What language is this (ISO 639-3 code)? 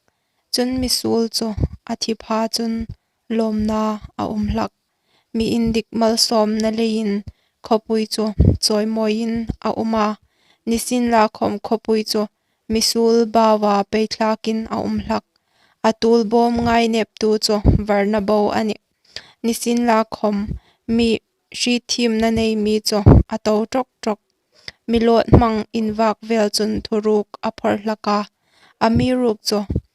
hmr